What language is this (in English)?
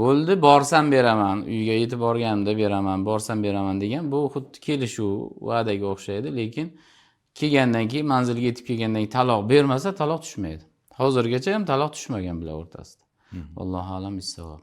Uzbek